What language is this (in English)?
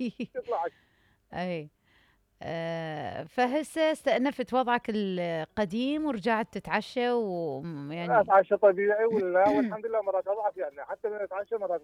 Mesopotamian Arabic